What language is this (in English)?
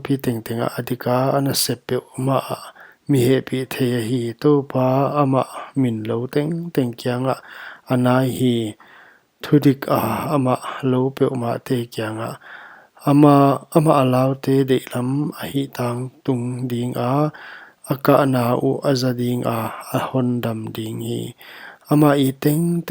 Paite Chin